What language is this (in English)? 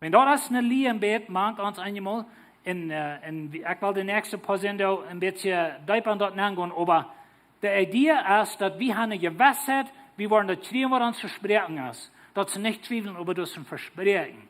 Plautdietsch